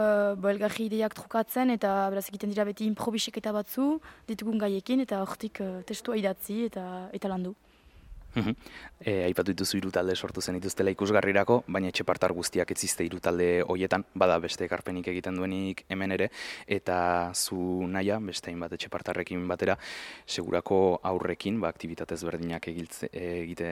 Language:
Basque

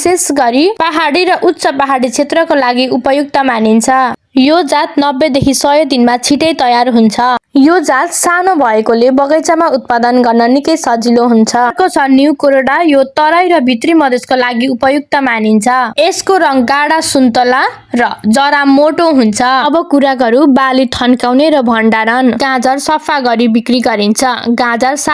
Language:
Nepali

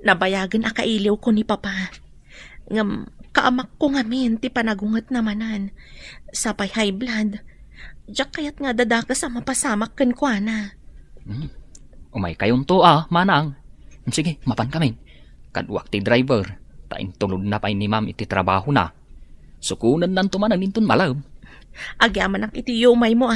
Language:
Iloko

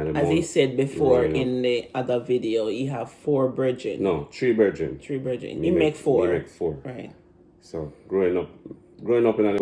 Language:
Jamaican Creole English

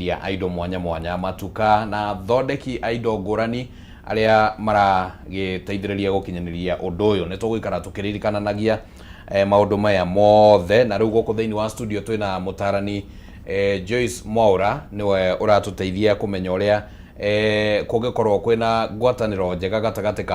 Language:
Kikuyu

